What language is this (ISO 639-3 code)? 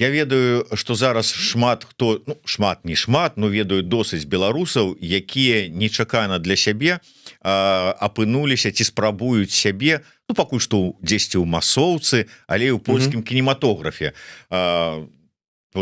bel